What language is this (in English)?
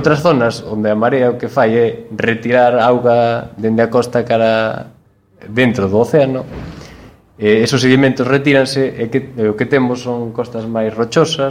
Galician